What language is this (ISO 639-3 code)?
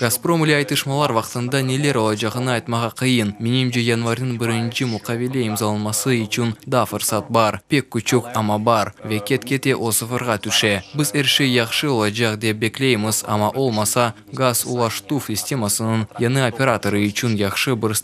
crh